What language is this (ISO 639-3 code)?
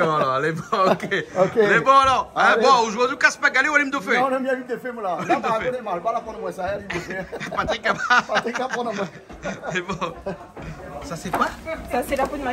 rcf